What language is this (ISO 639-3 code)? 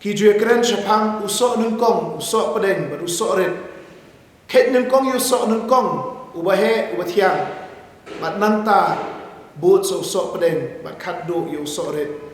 kha